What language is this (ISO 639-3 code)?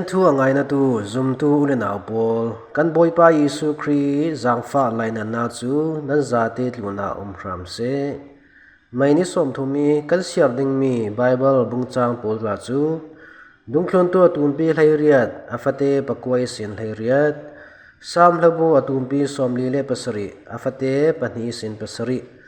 cfm